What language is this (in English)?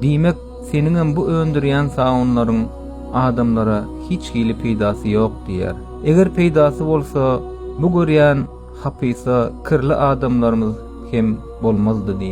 Turkmen